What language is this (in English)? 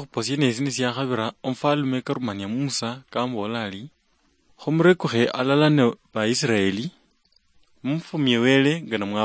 Luyia